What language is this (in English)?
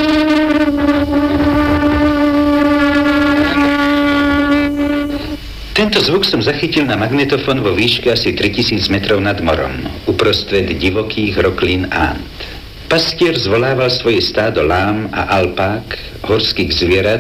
Slovak